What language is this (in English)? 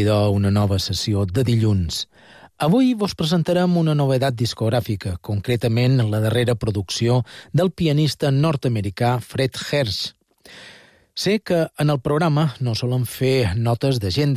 Catalan